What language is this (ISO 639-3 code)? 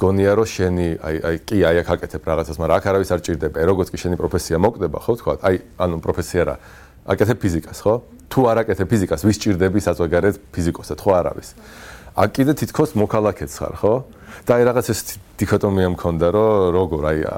kat